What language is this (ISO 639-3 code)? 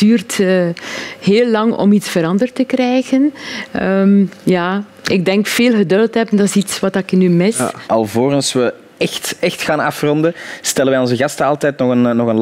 nld